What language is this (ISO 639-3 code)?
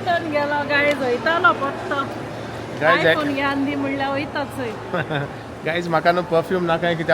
kok